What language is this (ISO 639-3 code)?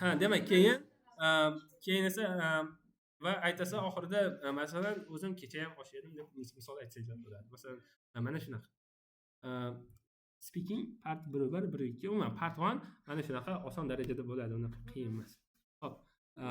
uzb